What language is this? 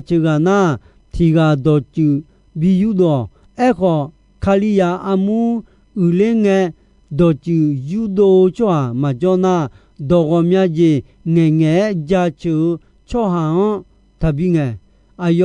Akha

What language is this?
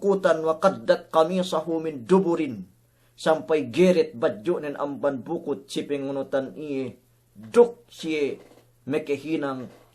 Yakan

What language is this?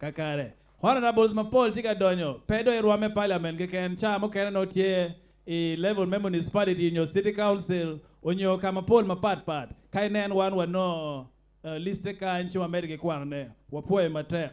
Acoli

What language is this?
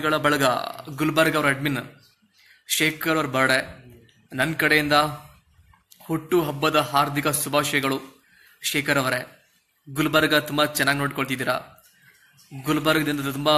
Kannada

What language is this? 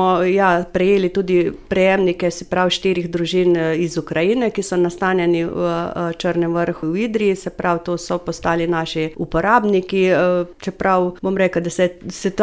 Slovenian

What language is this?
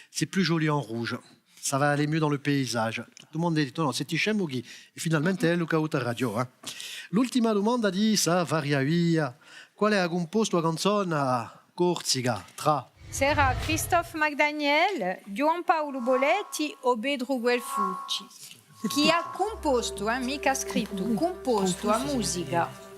Corsican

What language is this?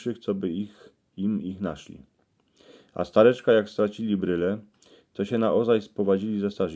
Silesian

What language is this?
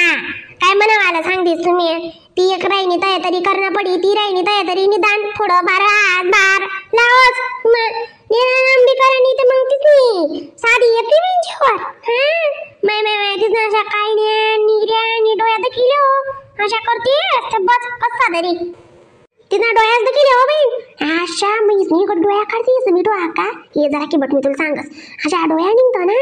Khandesi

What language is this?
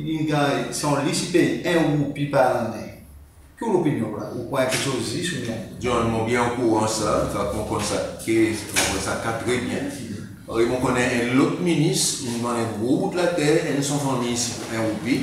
Seselwa Creole French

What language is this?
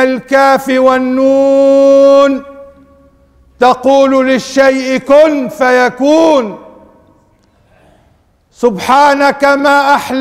Arabic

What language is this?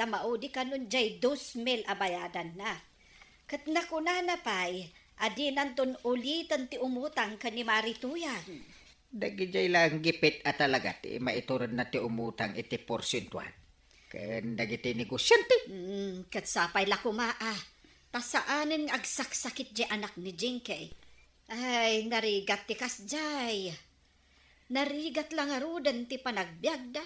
Iloko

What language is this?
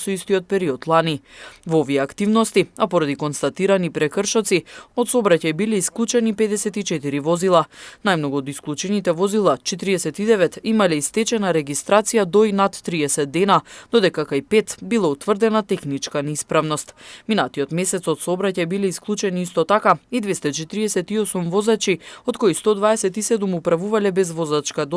Macedonian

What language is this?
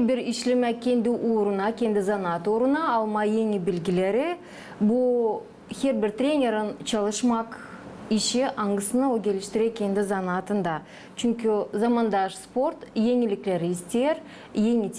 Gagauz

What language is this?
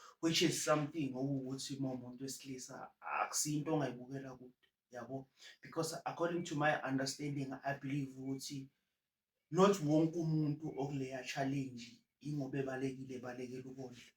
Zulu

